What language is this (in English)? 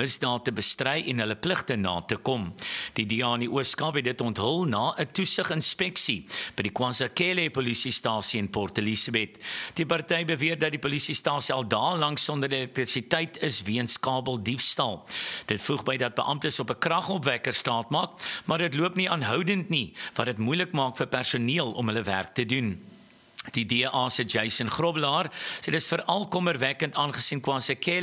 Afrikaans